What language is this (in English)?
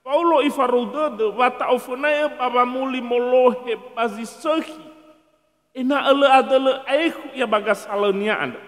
Nias